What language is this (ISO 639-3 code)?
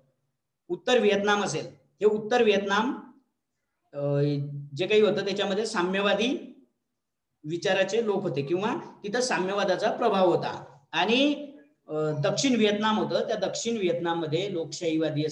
mar